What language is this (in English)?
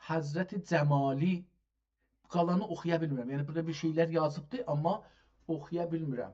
South Azerbaijani